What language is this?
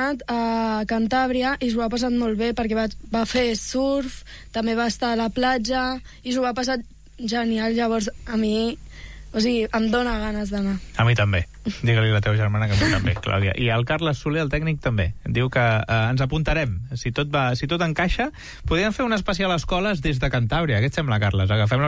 Catalan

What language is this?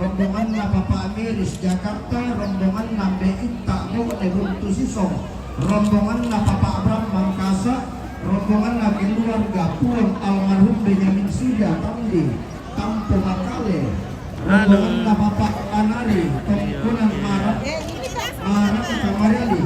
Toraja-Sa'dan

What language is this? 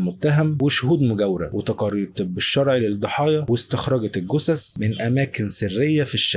Egyptian Arabic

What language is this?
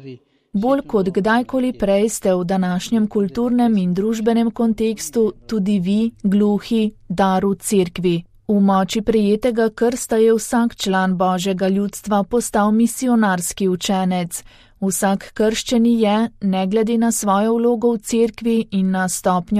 Slovenian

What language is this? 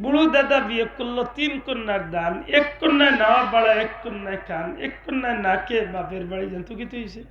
Sylheti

